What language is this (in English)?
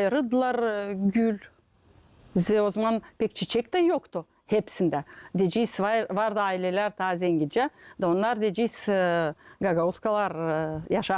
Gagauz